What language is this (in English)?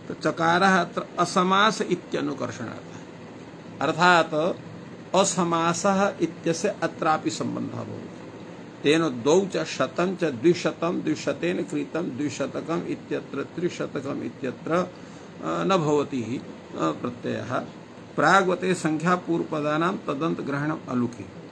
Sanskrit